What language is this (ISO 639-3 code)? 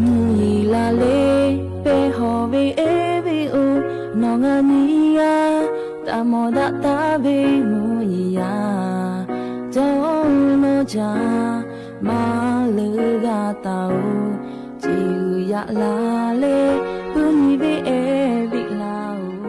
lhu